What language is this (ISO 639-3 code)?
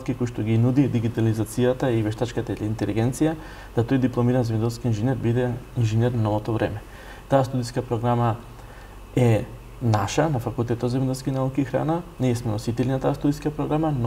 mkd